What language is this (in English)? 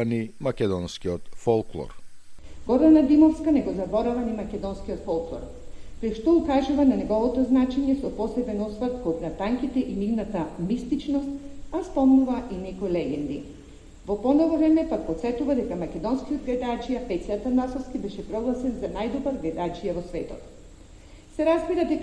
Macedonian